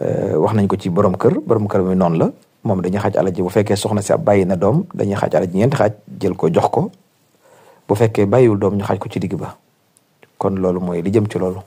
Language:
Wolof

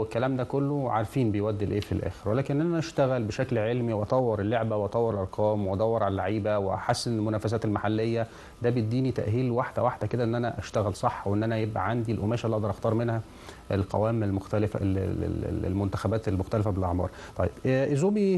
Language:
Egyptian Arabic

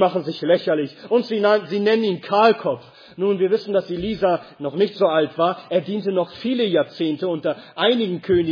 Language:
German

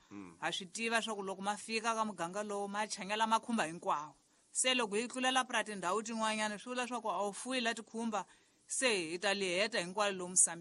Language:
Tsonga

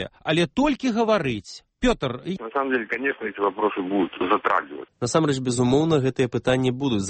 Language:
Belarusian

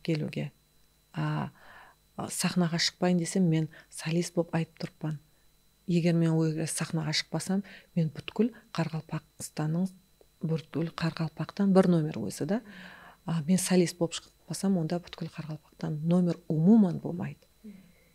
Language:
Kara-Kalpak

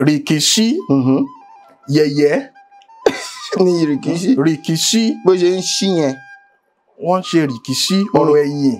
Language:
Yoruba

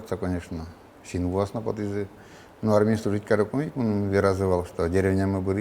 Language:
Udmurt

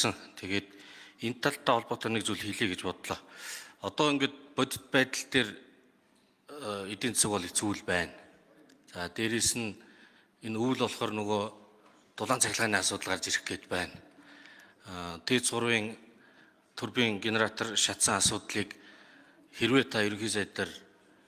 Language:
Mongolian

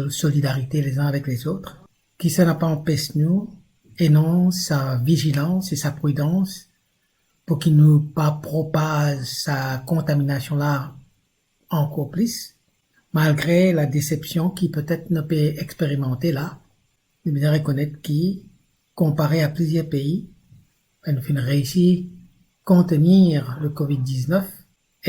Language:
Morisyen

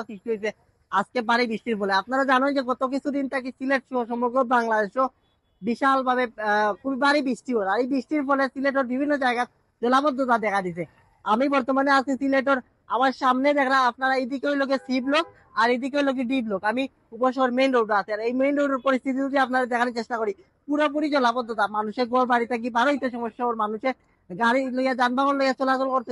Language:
Sylheti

